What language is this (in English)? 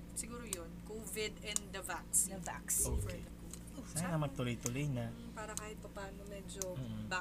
Filipino